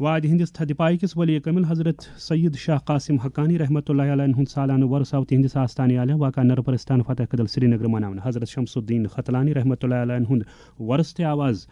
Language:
Kashmiri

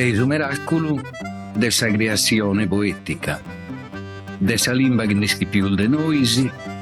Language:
Sardinian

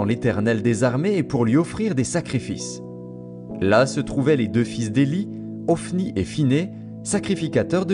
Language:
French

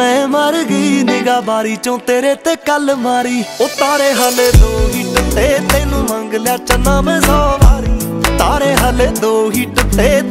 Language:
Punjabi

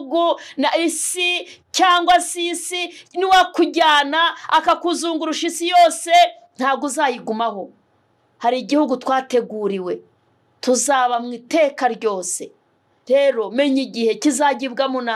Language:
Kinyarwanda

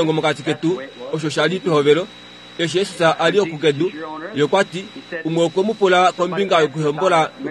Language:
Kuanyama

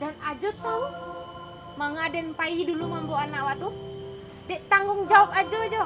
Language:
Minangkabau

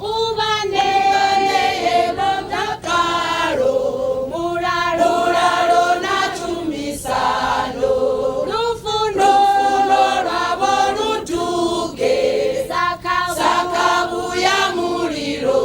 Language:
Venda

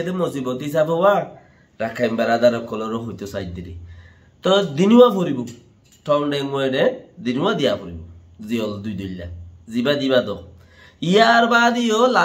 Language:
Rohingya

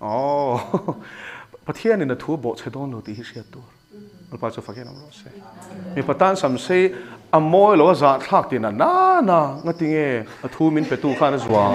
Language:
Mizo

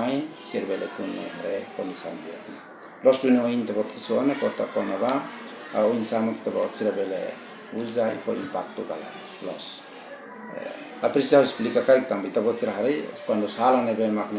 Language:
Tetum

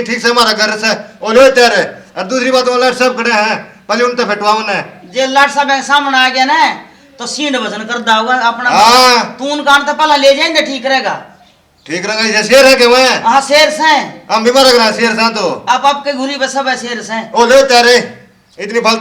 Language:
Haryanvi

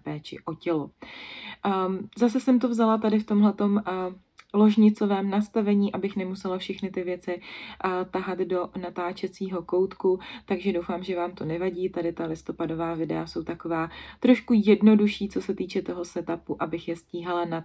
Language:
Czech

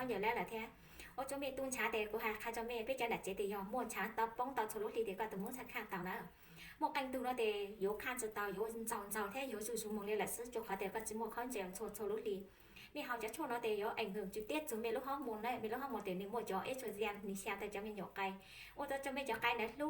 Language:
Hmong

